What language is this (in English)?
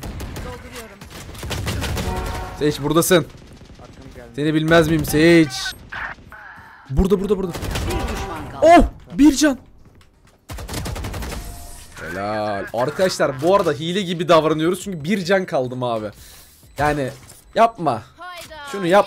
Turkish